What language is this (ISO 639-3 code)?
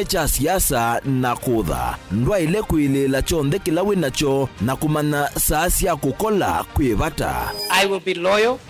kam